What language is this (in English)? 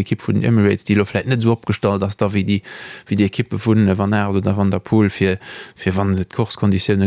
Luxembourgish